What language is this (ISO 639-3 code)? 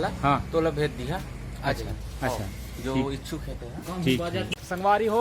hne